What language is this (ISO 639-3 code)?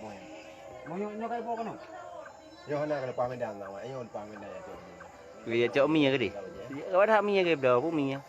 ace